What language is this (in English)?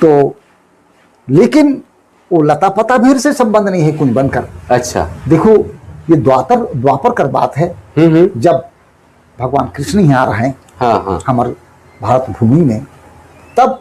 Sadri